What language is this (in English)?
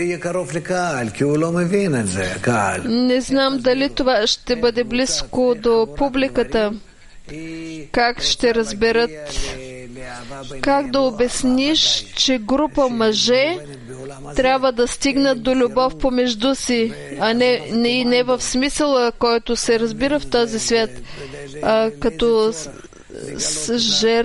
Bulgarian